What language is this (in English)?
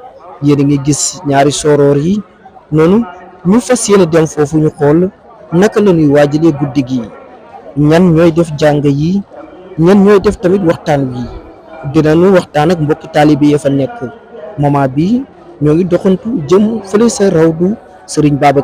Wolof